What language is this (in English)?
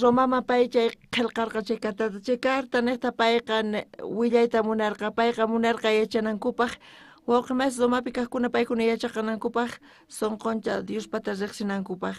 South Bolivian Quechua